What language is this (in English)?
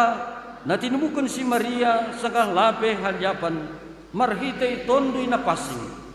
Batak Simalungun